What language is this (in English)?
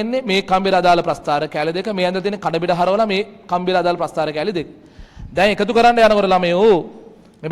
Sinhala